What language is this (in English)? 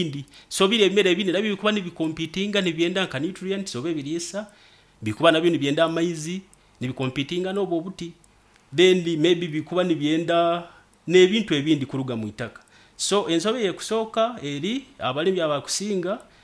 Nyoro